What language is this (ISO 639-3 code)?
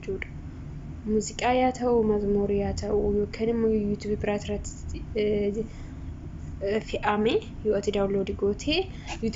orm